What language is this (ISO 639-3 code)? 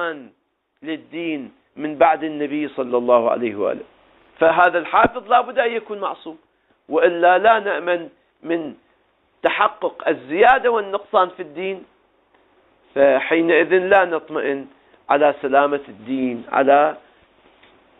ara